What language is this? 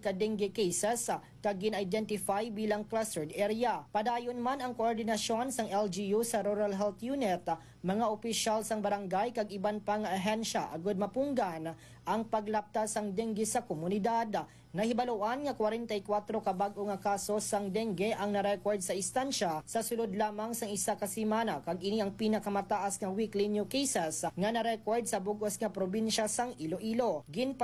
Hiligaynon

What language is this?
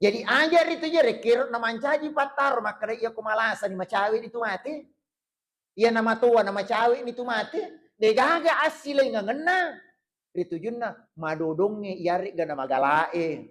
Buginese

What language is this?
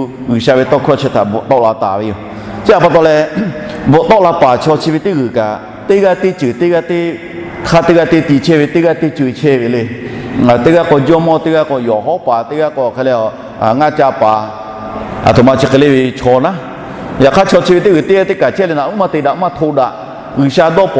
Lahu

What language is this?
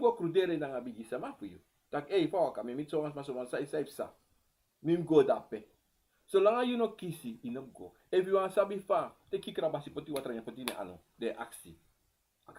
Sranan Tongo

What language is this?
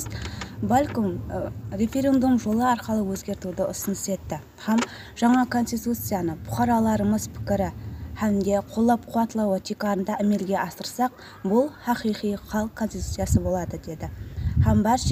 Kyrgyz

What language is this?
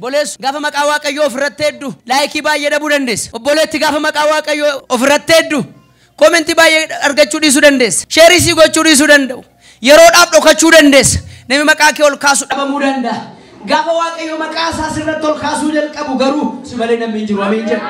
Oromo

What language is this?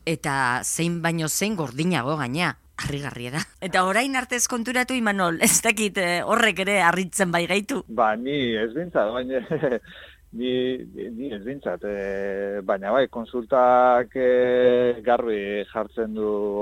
Basque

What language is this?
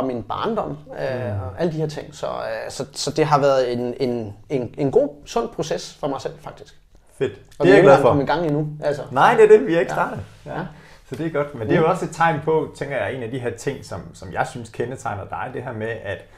Danish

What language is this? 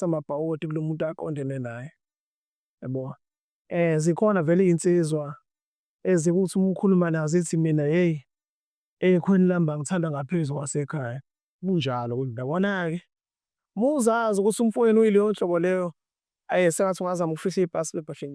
Zulu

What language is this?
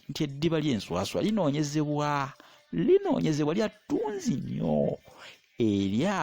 Ganda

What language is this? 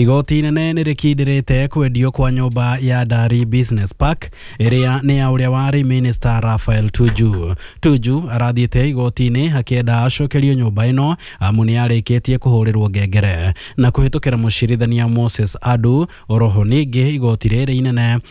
Kikuyu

